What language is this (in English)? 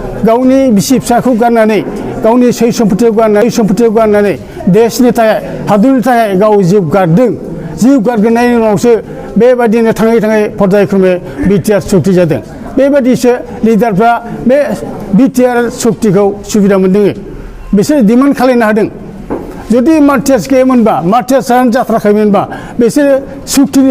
Bodo